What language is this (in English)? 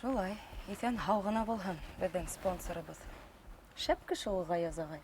Bashkir